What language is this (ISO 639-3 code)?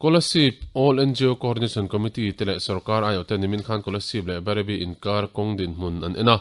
lus